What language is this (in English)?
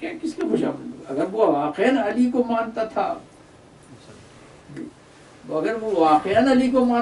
Urdu